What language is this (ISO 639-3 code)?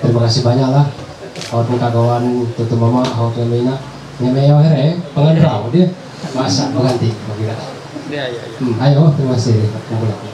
mhy